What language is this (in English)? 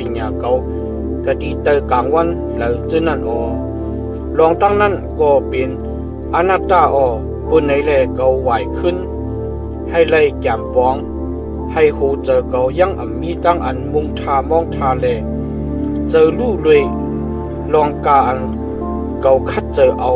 Shan